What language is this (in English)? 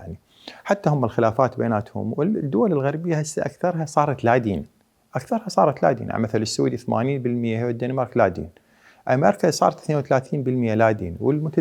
Mesopotamian Arabic